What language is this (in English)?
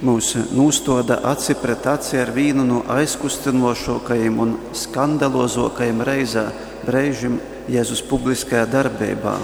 Latgalian